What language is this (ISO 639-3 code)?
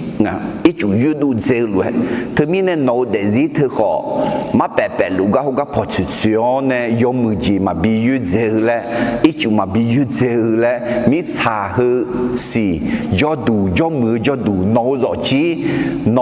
ahk